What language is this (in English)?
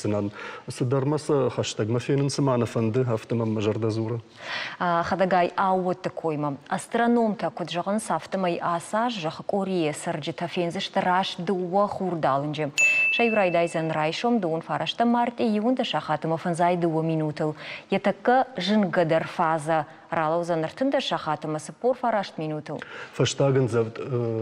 Ossetic